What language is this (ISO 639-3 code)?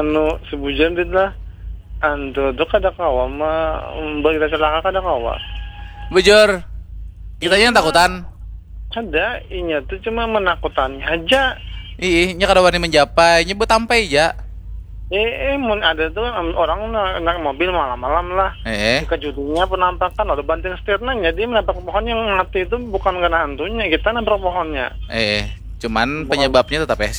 bjn